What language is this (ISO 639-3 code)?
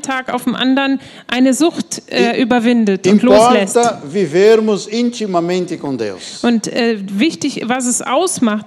deu